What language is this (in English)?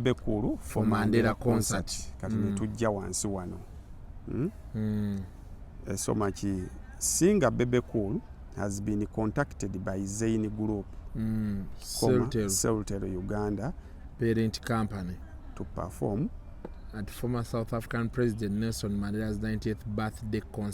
Ganda